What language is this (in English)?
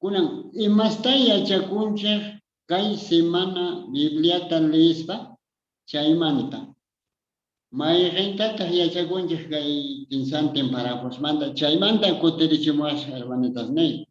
Quechua